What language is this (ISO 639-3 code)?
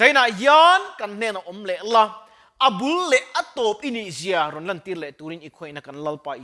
lus